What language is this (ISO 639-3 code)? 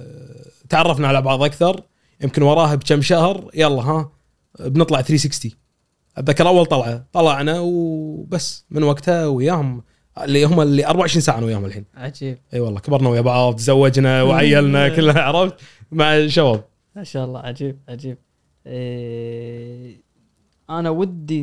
afb